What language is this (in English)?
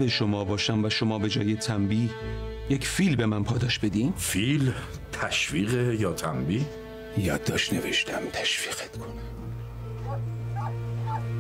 Persian